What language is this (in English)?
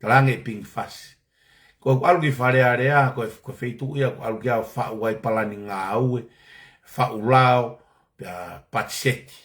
Tongan